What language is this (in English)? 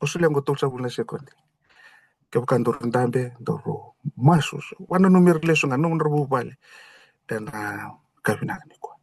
Fijian